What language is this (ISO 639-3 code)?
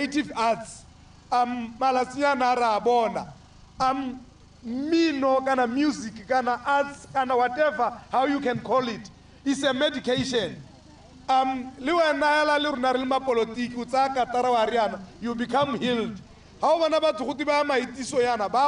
tsn